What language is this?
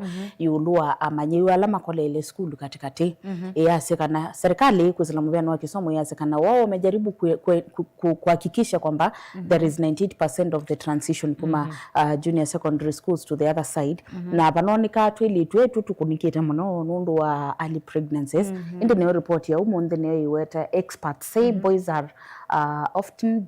Kamba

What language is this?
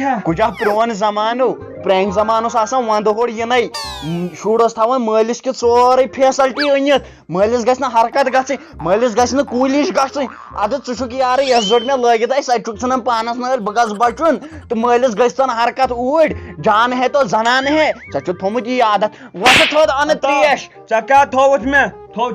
Kashmiri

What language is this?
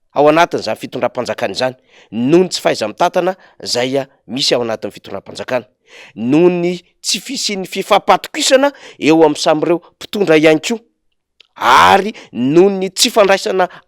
Malagasy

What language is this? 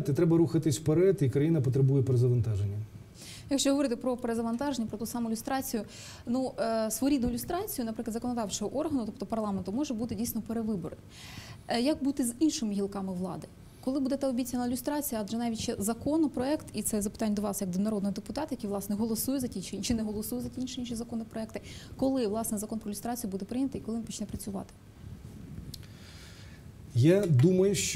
Ukrainian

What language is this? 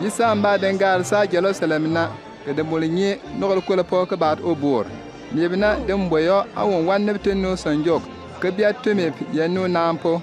Bimoba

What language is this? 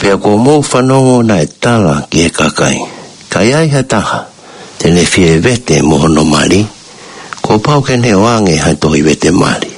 Tongan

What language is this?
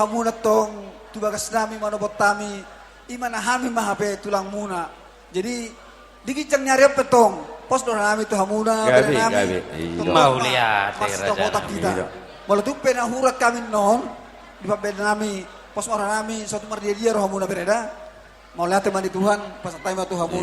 Batak Toba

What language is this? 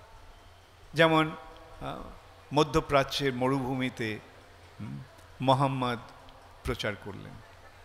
Bangla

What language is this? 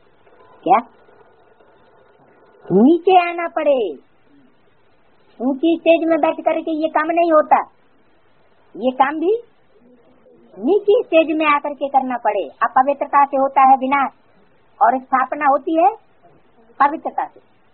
Hindi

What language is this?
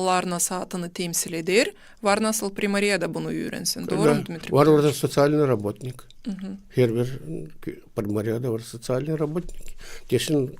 Gagauz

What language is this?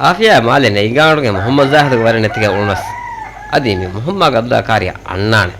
Divehi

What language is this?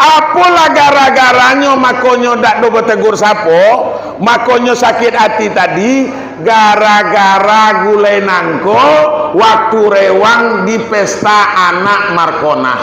Minangkabau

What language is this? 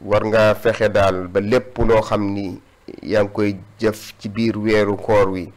Wolof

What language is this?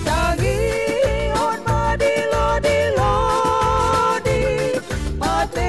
Batak Simalungun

